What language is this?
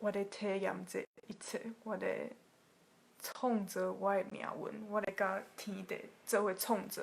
Min Nan Chinese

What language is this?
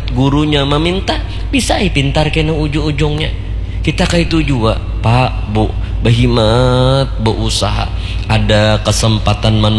Banjar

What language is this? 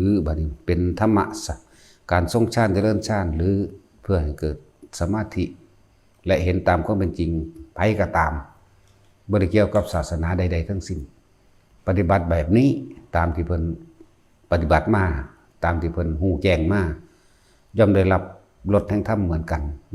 Lao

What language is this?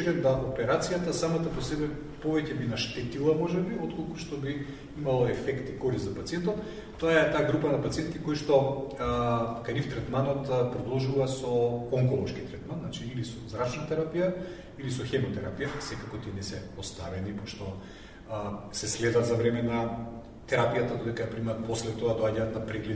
Macedonian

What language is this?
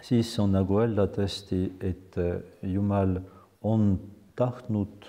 Estonian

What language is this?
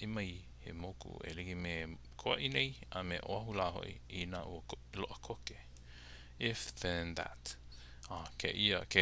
Hawaiian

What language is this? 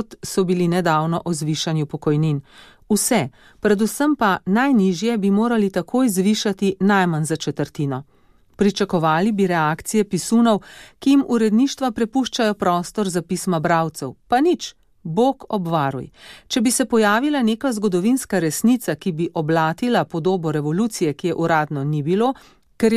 Slovenian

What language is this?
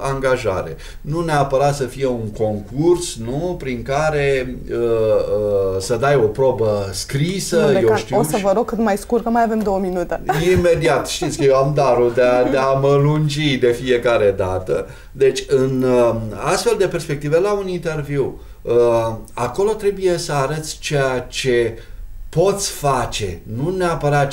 Romanian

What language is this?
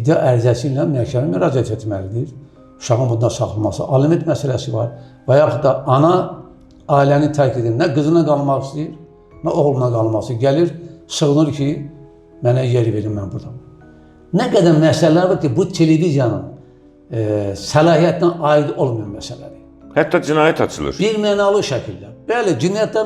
Azerbaijani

